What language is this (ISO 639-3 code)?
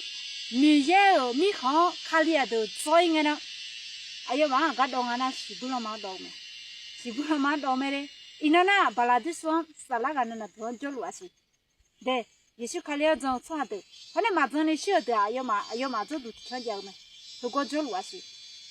ahk